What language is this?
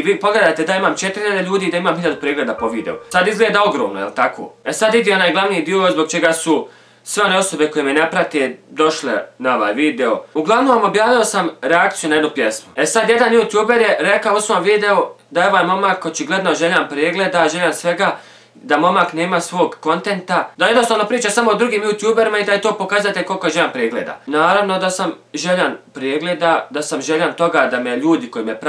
Bosnian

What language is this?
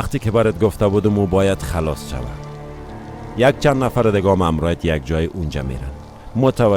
Persian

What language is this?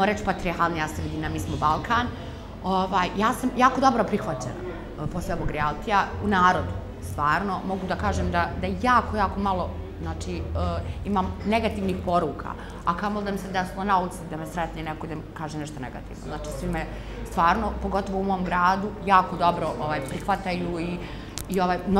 Bosnian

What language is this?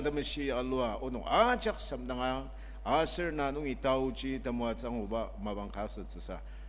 Ao Naga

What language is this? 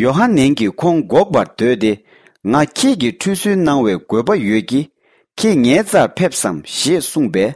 Tibetan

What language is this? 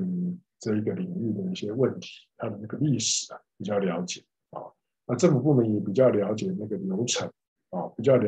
Chinese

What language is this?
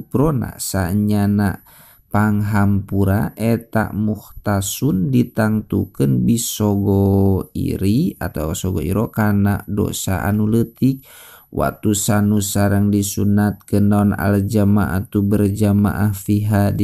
Sundanese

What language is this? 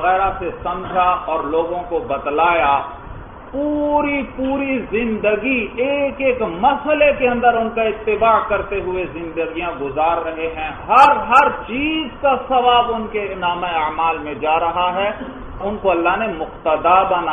Urdu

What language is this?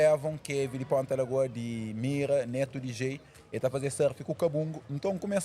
Kabuverdianu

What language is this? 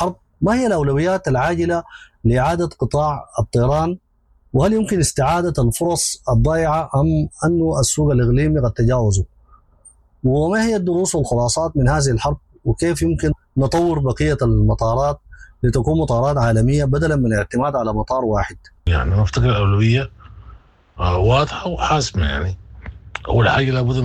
Sudanese Arabic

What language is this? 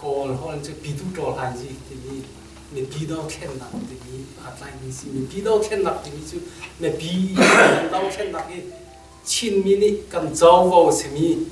Hakha Chin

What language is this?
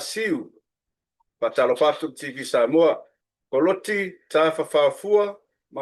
Samoan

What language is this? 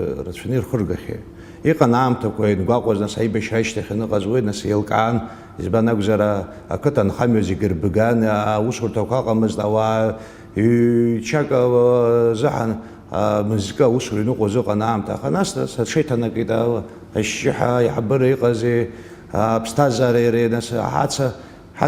Abkhazian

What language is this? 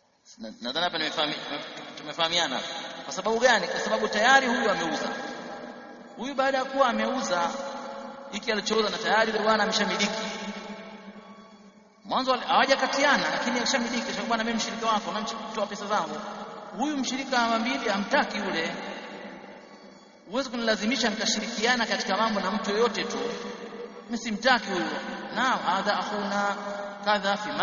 Swahili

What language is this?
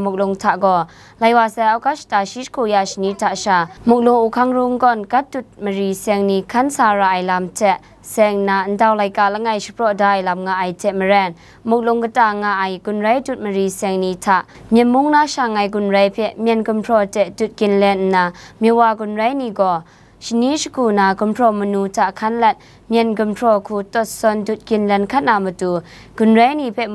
Kachin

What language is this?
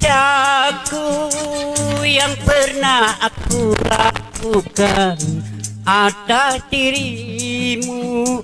Banjar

